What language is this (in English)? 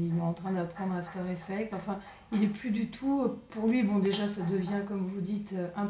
French